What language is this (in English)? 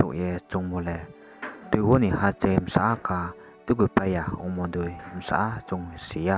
Riang (India)